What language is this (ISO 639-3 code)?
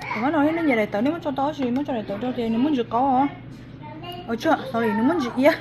hmn